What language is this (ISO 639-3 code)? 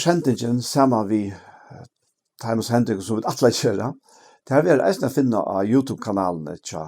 fao